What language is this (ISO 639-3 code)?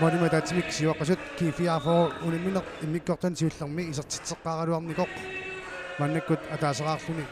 kal